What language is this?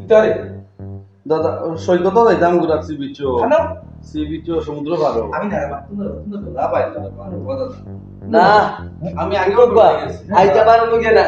Sylheti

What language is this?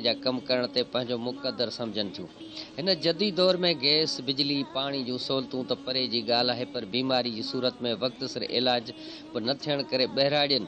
Sindhi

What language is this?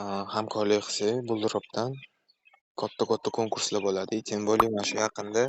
Uzbek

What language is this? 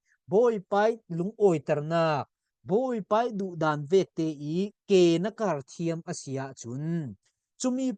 Falam Chin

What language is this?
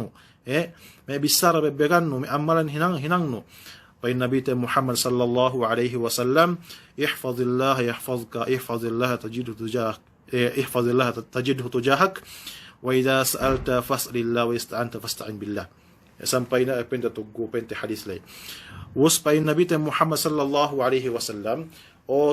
Yakan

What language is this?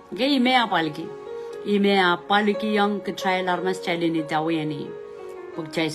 Pohnpeian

